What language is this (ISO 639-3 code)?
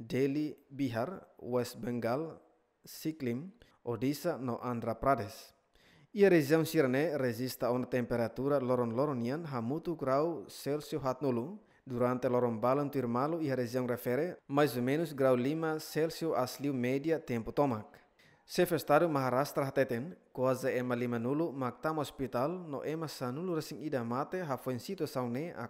tet